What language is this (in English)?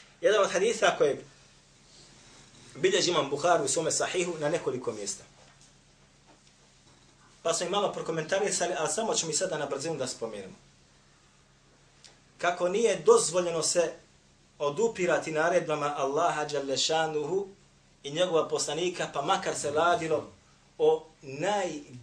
Bosnian